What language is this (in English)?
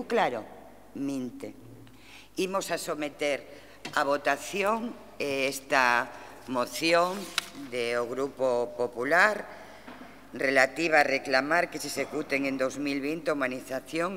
Galician